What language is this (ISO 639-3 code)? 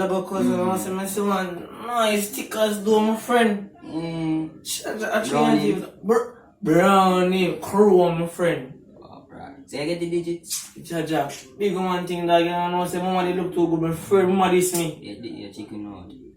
jam